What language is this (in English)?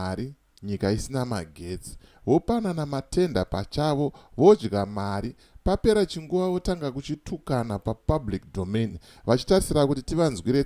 Shona